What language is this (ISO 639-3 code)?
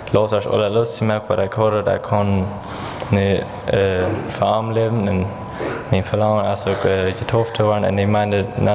pdt